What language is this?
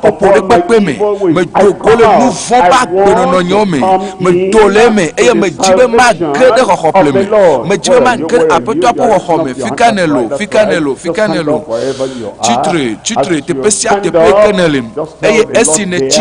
Ewe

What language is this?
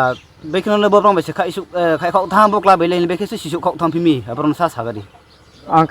Riang (India)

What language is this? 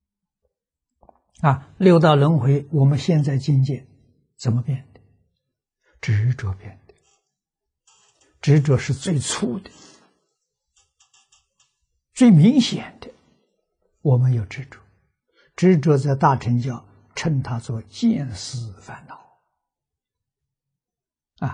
Chinese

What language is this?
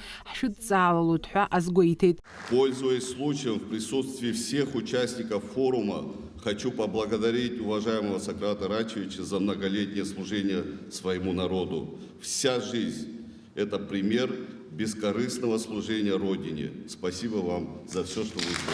Abkhazian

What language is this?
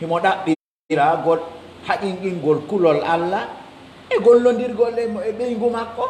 Pular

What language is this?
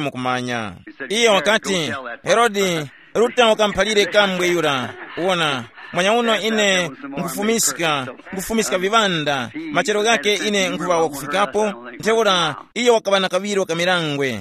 Tumbuka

